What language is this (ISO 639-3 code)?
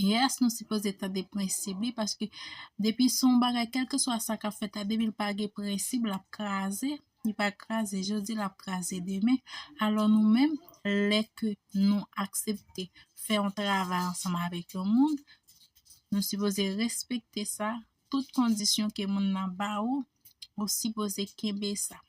hat